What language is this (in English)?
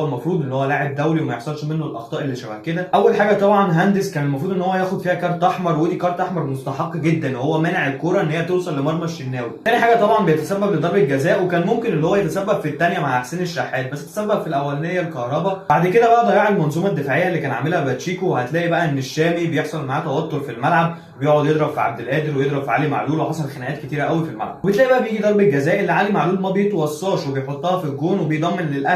Egyptian Arabic